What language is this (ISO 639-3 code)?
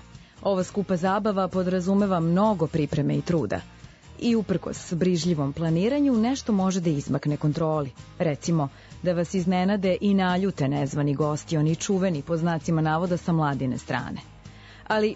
srp